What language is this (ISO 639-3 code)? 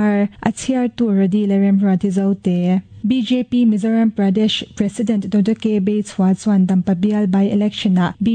lus